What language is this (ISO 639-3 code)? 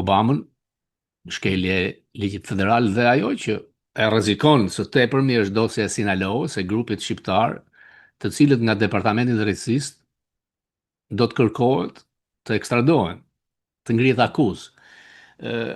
sqi